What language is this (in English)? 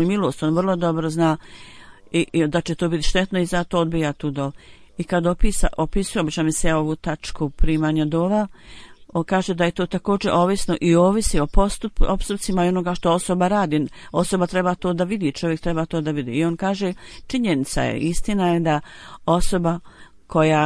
Bosnian